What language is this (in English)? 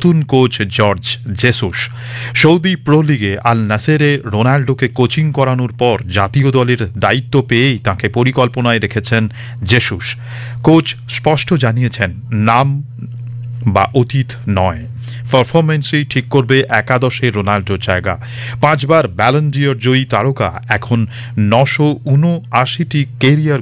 Bangla